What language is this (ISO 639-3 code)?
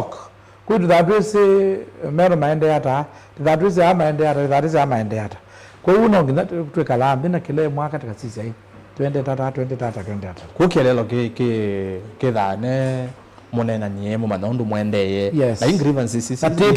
kam